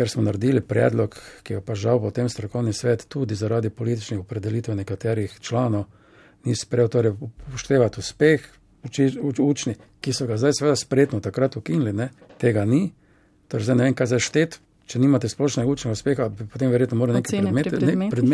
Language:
Slovenian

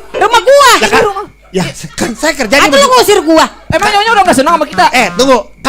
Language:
Betawi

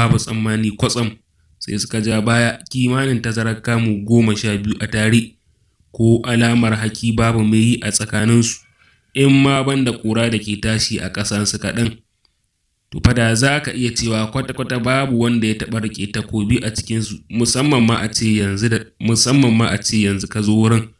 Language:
Hausa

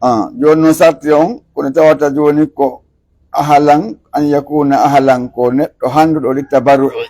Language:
Pular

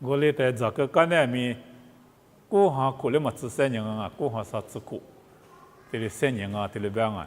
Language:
Lisu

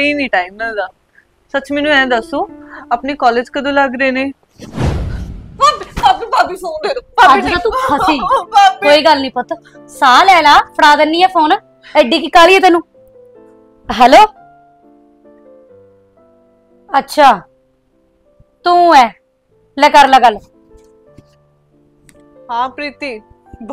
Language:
Punjabi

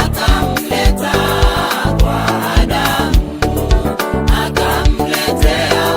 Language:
Gusii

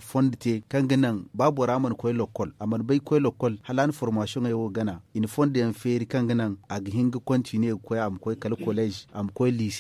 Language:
Zarma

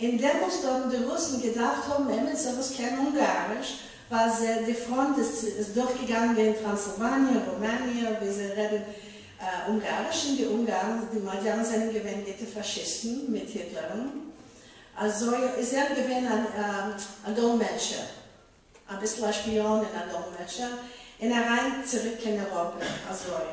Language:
Yiddish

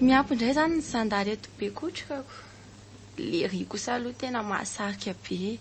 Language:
Malagasy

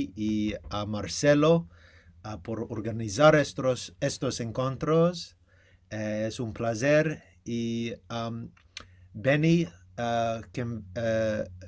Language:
Ladino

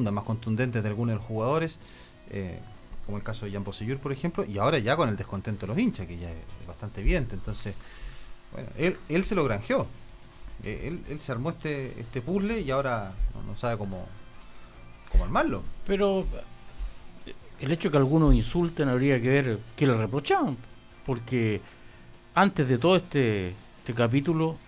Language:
Spanish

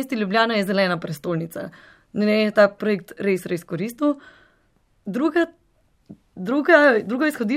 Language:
Slovenian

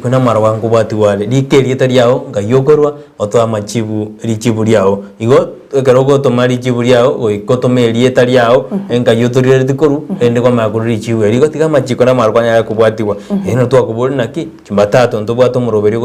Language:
Gusii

